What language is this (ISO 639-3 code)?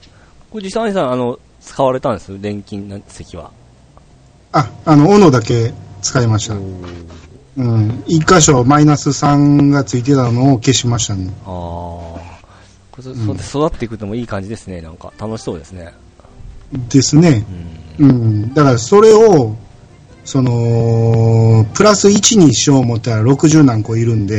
jpn